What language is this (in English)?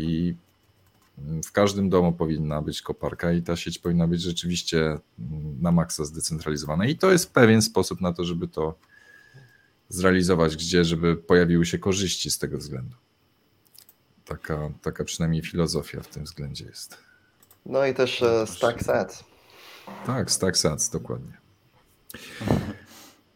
Polish